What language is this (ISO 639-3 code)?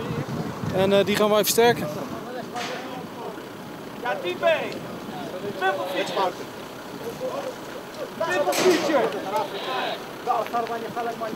nld